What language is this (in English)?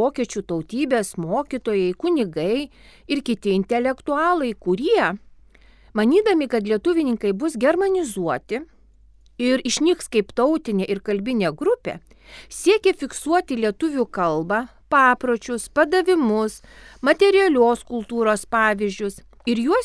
Lithuanian